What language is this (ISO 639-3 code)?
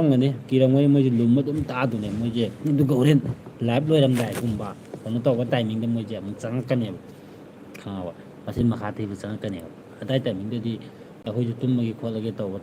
mni